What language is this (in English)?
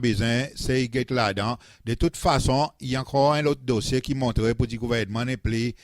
Seselwa Creole French